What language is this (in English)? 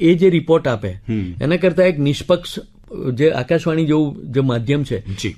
Gujarati